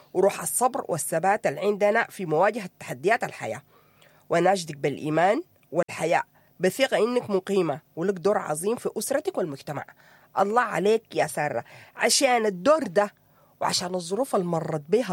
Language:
Sudanese Arabic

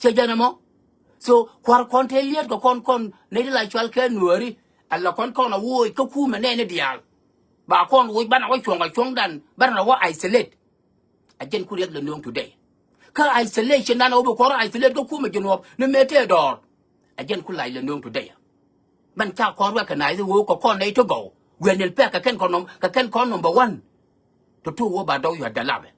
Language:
Nuer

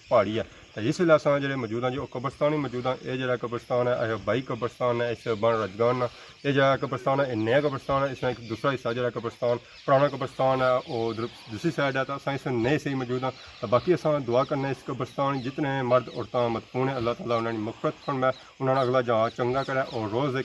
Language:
Pahari-Potwari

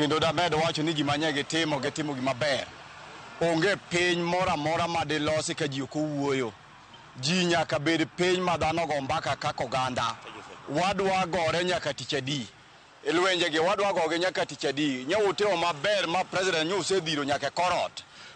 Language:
Luo (Kenya and Tanzania)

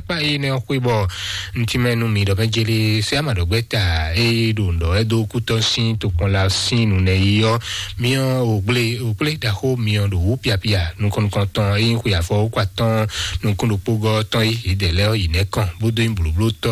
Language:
Fon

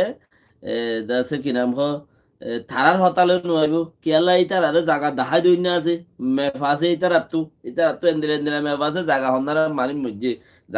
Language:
Rohingya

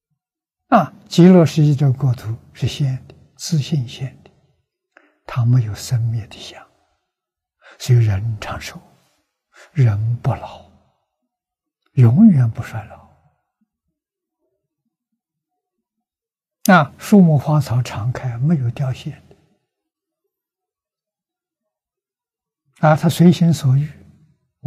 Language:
Chinese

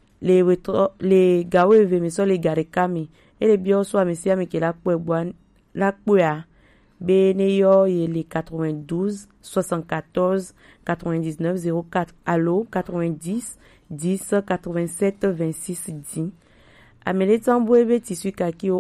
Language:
Gen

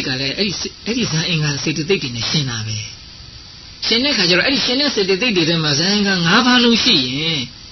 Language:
Burmese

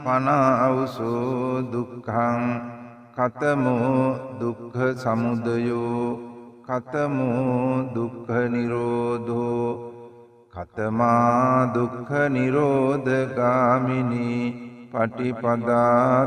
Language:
Sinhala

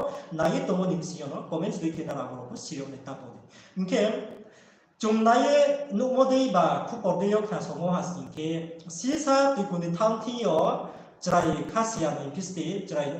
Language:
Riang (India)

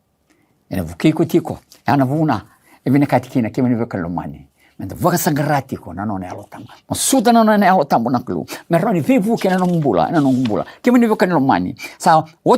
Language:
Fijian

